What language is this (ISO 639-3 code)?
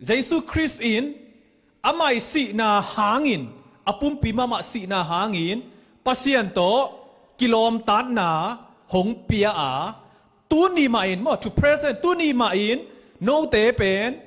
ctd